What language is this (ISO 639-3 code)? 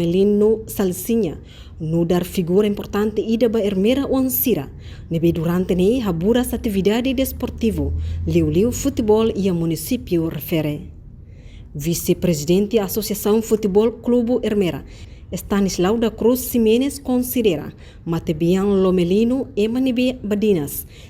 tet